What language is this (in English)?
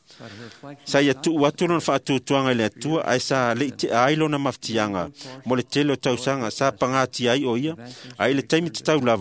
Samoan